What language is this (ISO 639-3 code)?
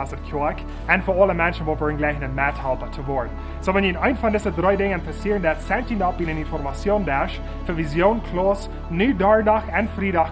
pdt